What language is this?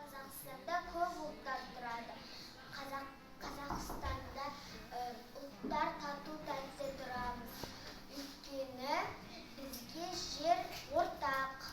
Kazakh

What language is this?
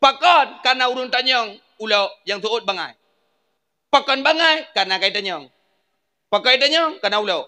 Achinese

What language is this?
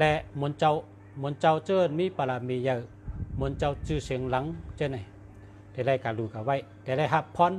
Shan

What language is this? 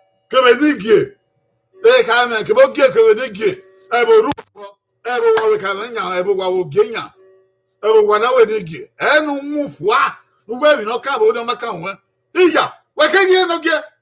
Bini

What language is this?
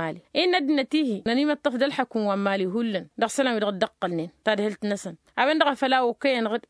Tamasheq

